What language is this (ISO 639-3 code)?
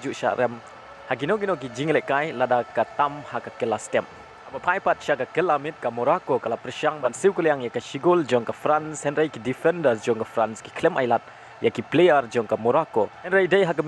kha